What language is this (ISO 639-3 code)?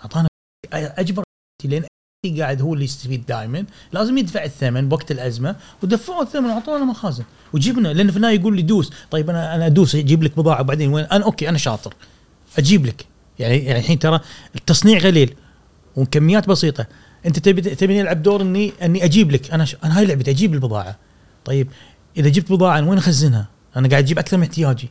afb